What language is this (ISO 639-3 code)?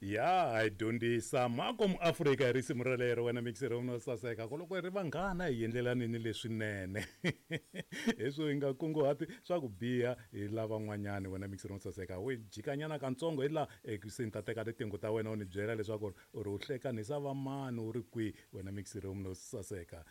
tso